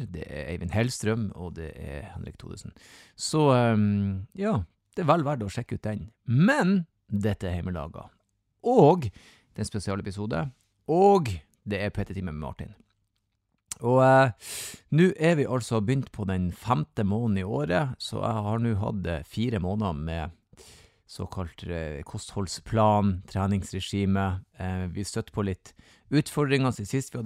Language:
Norwegian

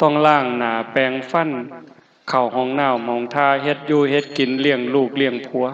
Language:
Northeastern Thai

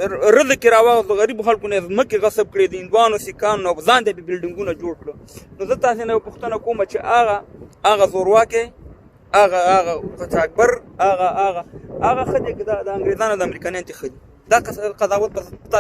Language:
Pashto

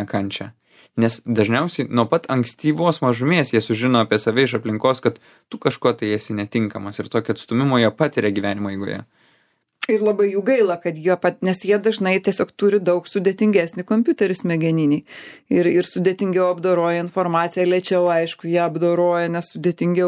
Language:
Lithuanian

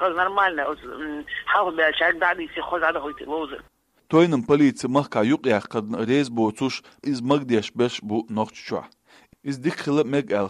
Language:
Chechen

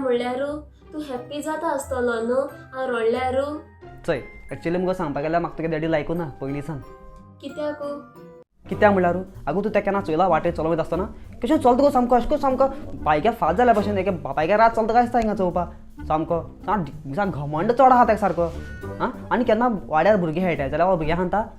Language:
Konkani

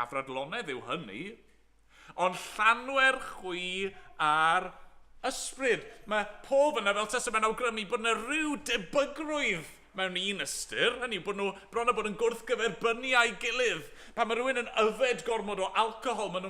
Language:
Welsh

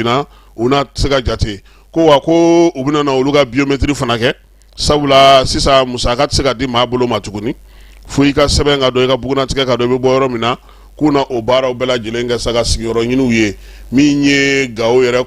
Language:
Bambara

